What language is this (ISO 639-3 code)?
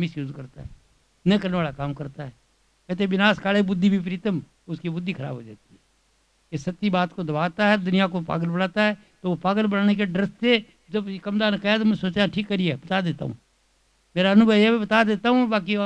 hin